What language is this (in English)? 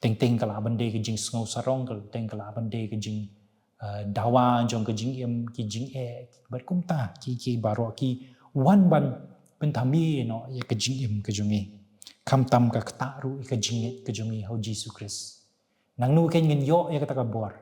Khasi